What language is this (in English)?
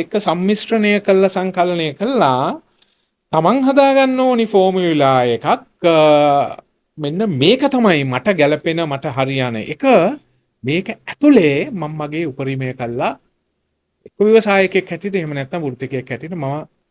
Sinhala